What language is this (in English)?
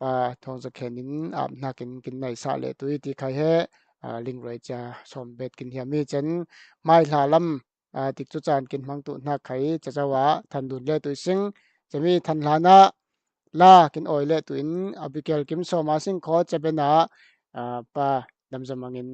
Falam Chin